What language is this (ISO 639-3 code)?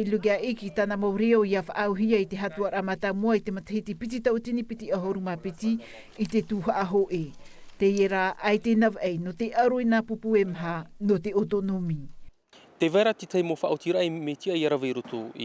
tah